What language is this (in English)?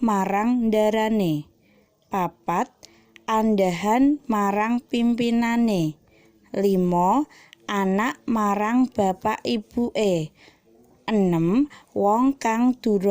Javanese